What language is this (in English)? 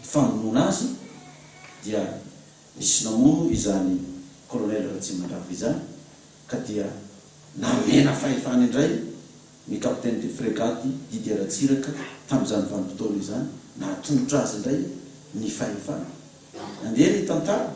Malagasy